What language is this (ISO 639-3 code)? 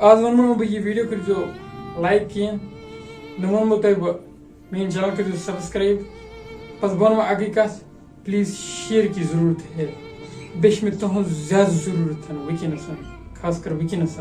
kas